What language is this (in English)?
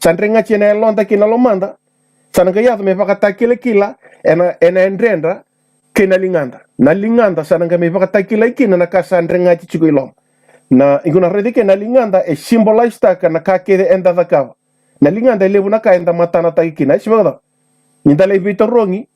Fijian